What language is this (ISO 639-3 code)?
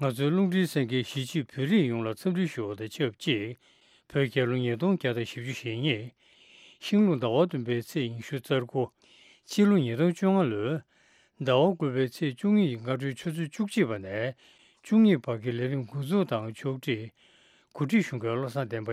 bod